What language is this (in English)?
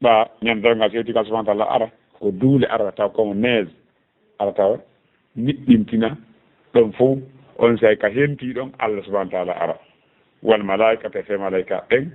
Fula